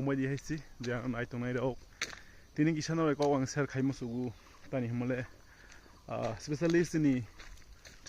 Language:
Kok Borok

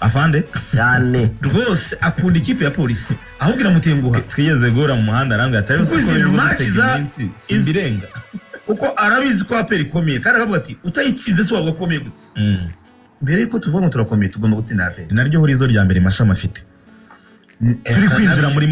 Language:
Kinyarwanda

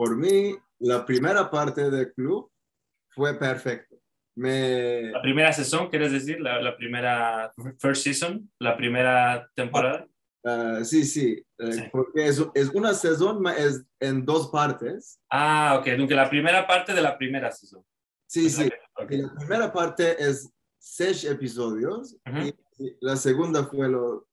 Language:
Ladino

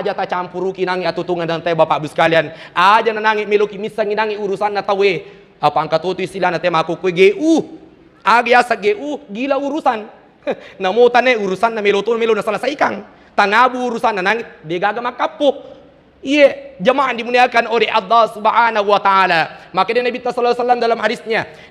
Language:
Buginese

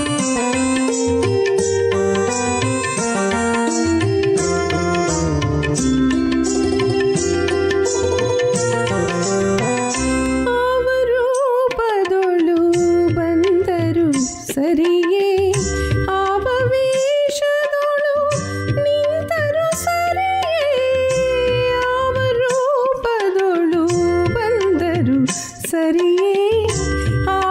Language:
Kannada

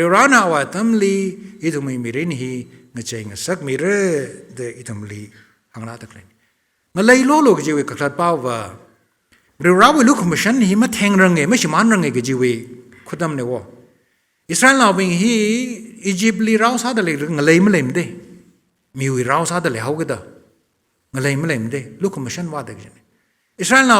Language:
Tangkhul Naga (India)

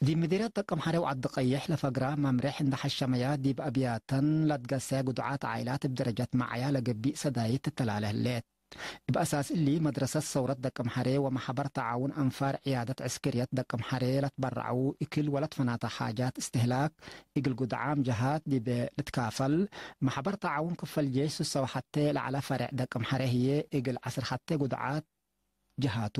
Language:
Tigre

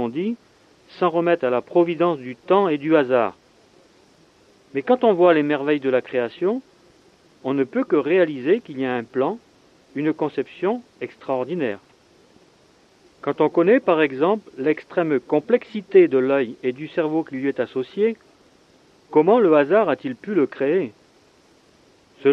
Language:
French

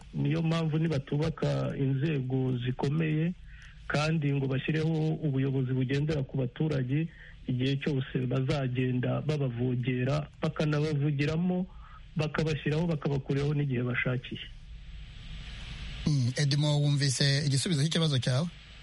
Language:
Kinyarwanda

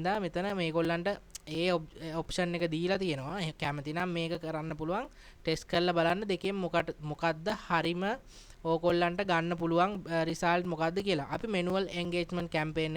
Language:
Sinhala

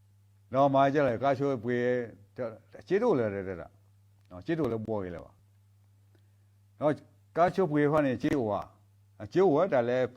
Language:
S'gaw Karen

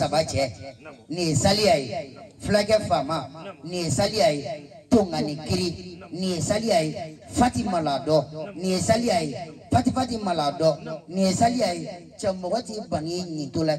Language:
Bambara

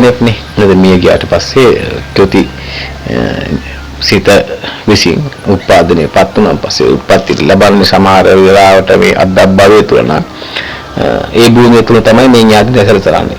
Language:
Sinhala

